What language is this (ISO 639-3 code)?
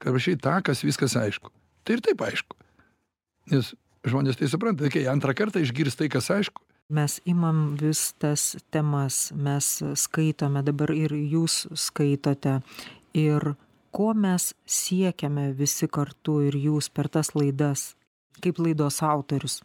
lit